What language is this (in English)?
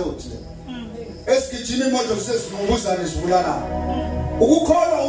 Zulu